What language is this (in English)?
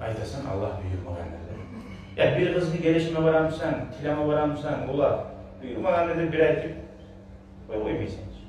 Kumyk